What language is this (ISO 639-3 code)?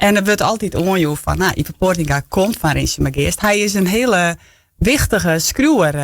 fry